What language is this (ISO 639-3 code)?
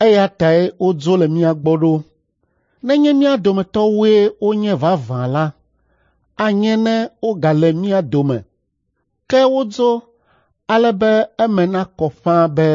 ewe